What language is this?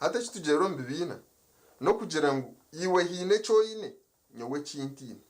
Nyankole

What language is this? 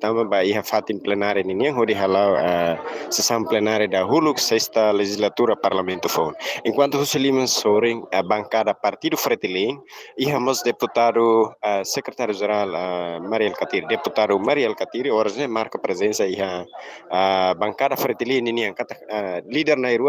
Tetum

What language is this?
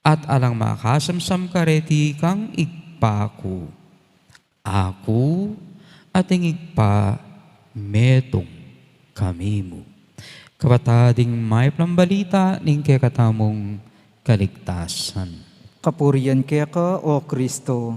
Pampanga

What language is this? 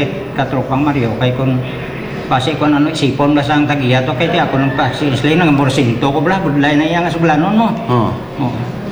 Hiligaynon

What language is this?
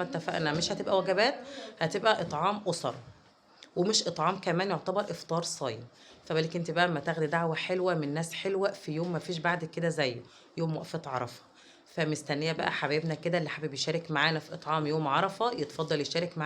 Egyptian Arabic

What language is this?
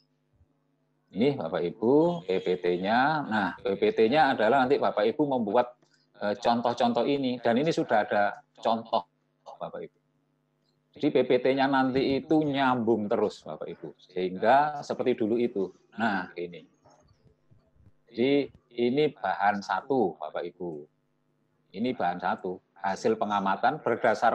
Indonesian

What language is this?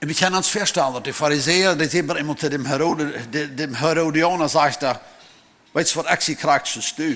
Plautdietsch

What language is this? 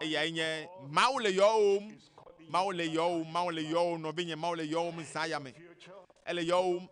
Ewe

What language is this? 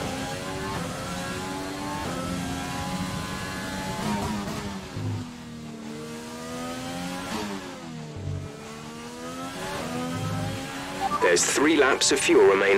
English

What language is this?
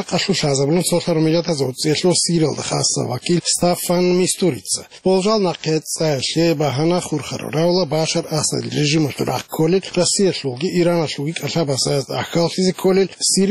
Avaric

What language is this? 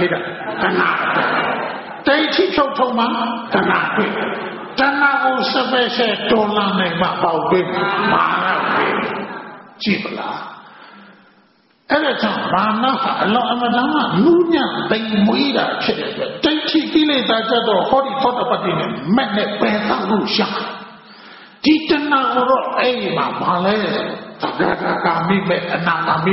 Burmese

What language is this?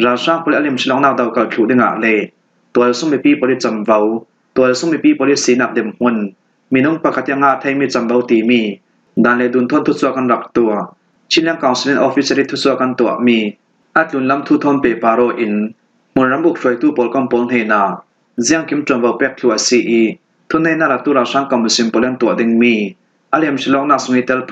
Falam Chin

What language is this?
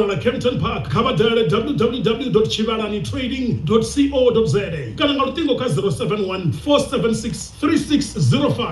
Venda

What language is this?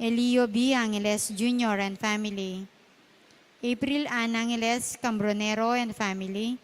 Pampanga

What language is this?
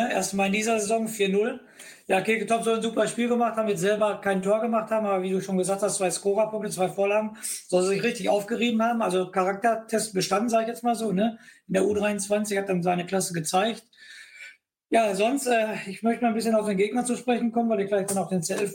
German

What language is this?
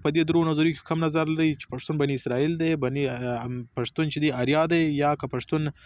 Pashto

